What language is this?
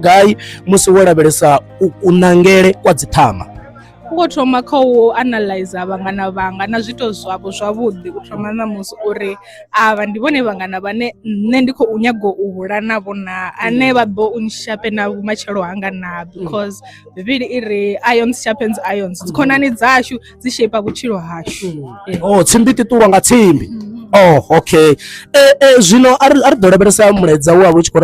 Venda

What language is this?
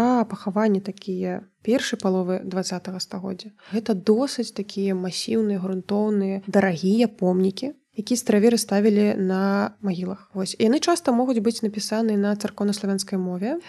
Belarusian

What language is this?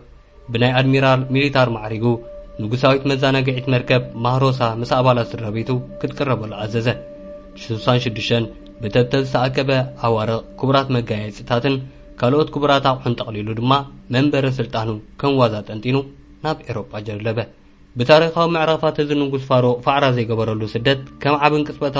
Tigrinya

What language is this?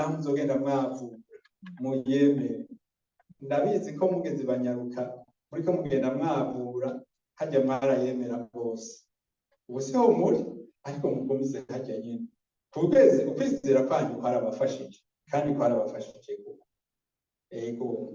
Rundi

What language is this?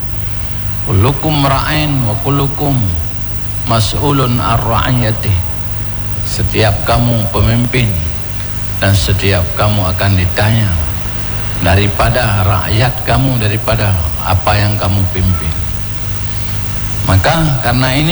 Malay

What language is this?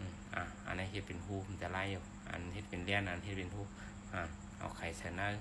Shan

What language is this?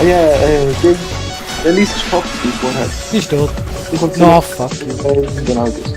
Swiss German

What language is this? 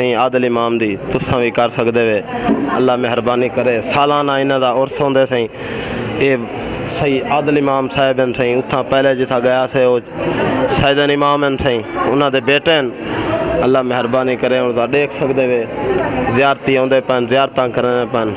Saraiki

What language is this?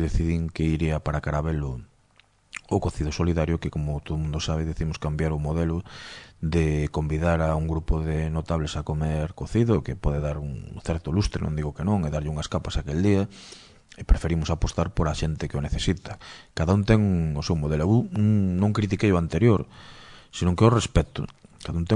Galician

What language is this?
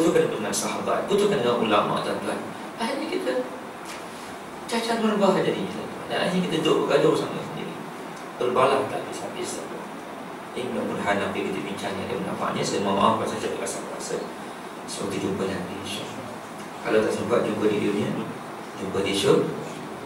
Malay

